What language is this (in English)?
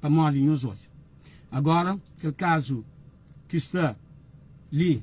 Kabuverdianu